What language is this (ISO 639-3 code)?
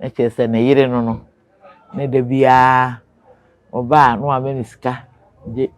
aka